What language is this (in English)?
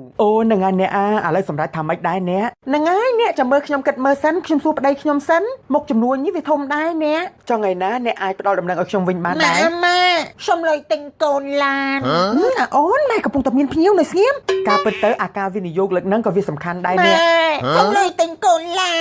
Khmer